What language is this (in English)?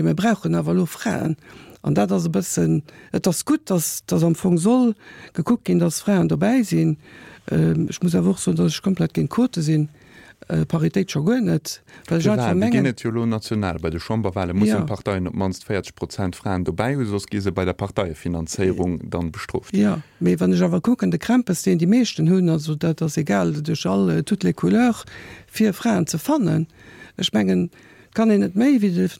Luxembourgish